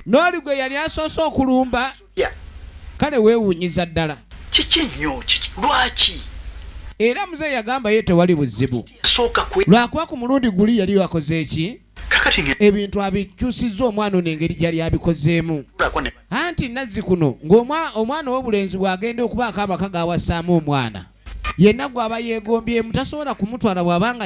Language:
Ganda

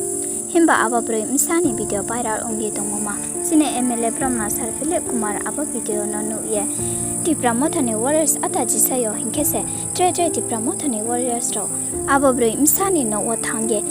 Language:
Riang (India)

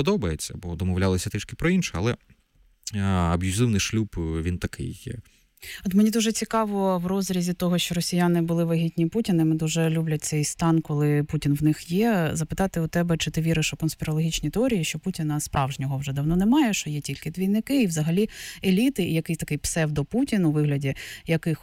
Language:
Ukrainian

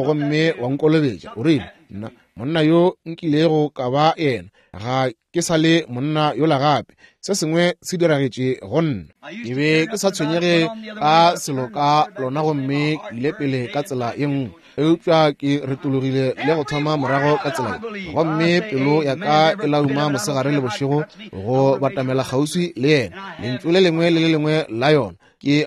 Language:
Northern Sotho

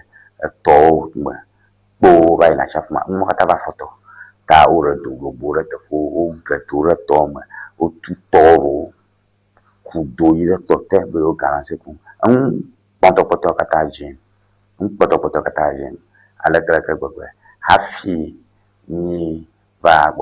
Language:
Ewe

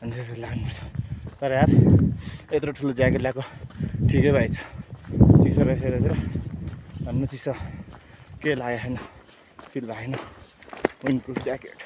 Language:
Nepali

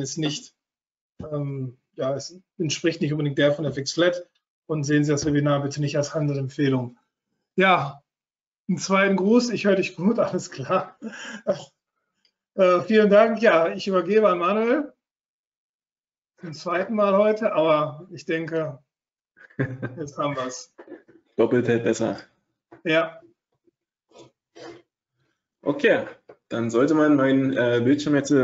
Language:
German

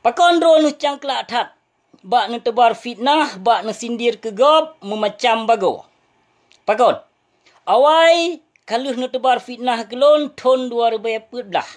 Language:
Achinese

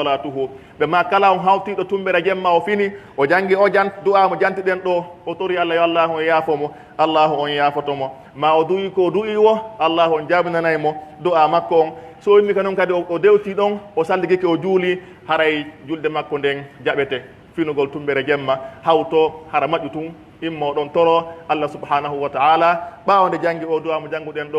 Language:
Pular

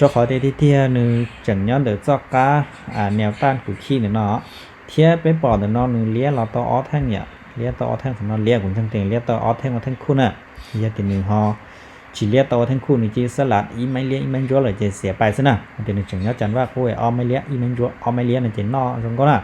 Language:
Hmong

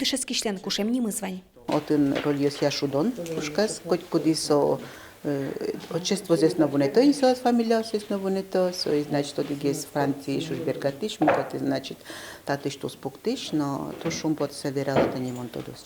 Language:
Udmurt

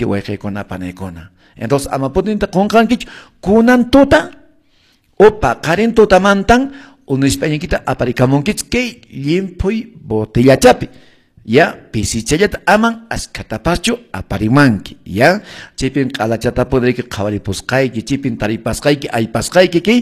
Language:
Quechua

